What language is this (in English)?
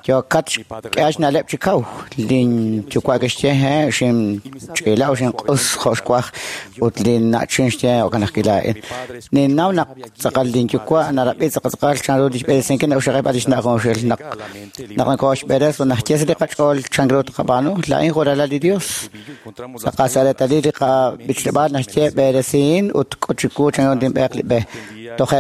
Kekchí